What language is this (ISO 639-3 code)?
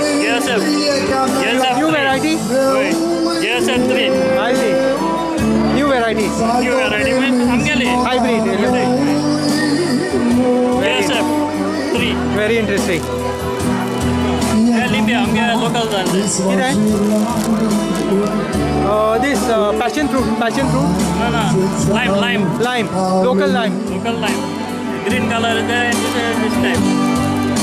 kok